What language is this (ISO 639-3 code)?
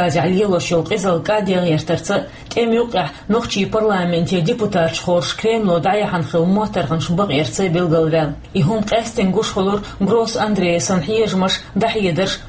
che